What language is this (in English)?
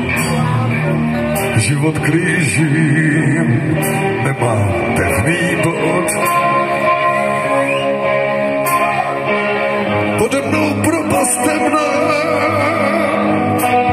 Czech